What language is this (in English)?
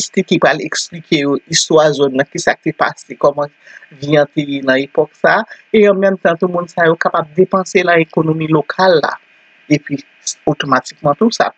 Haitian Creole